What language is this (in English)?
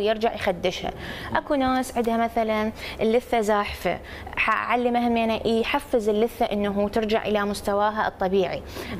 Mesopotamian Arabic